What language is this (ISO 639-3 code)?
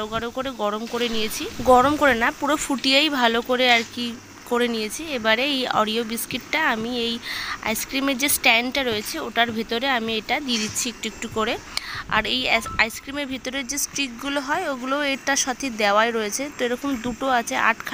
ben